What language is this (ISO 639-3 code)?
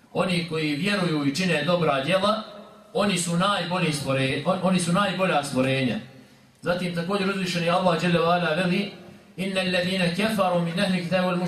bos